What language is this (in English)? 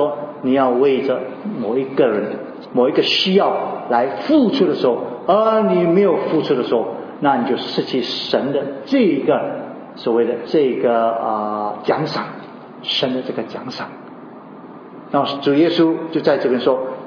Chinese